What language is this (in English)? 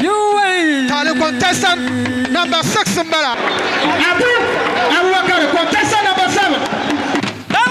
Dagbani